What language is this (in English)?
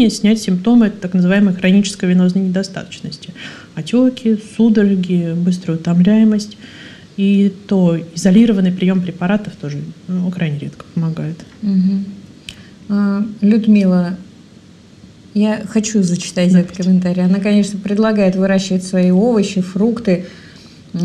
Russian